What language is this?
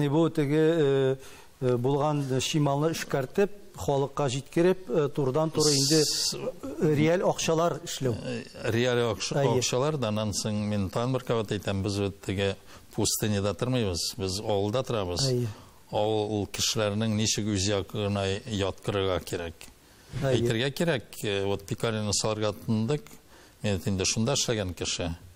Tatar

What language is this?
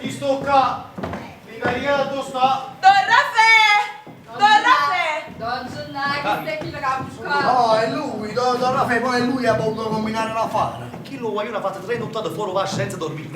Neapolitan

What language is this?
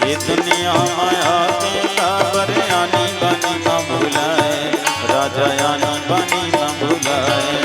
Chhattisgarhi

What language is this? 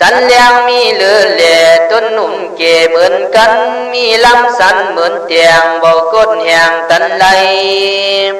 Khün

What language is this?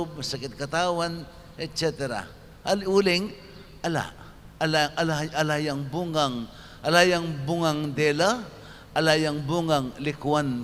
Pampanga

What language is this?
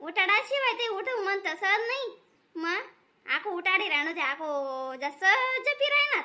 Khandesi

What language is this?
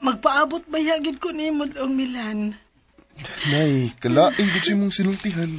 Cebuano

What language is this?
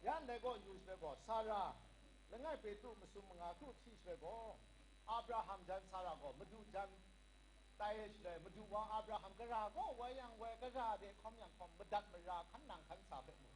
Kachin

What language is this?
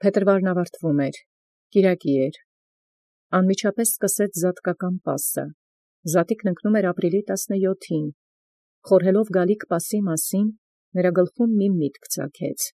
Armenian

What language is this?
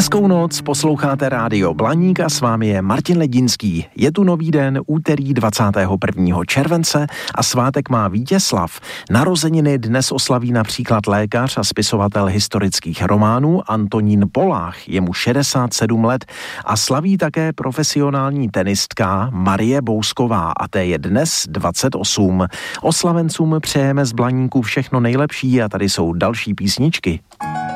Czech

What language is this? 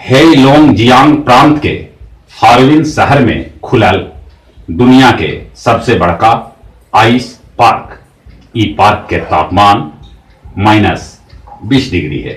Magahi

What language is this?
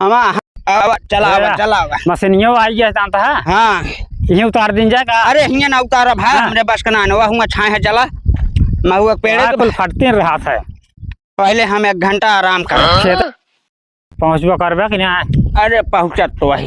Awadhi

